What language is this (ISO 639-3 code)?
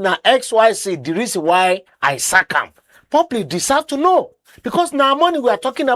pcm